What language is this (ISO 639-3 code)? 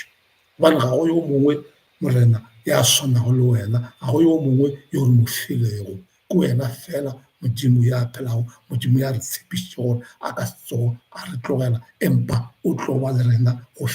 nso